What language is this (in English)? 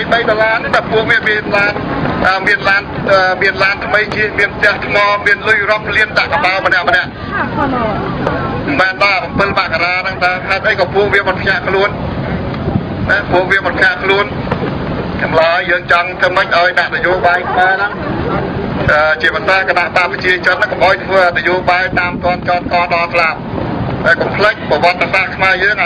Khmer